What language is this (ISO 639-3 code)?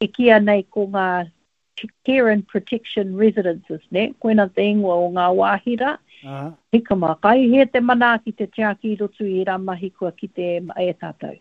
mri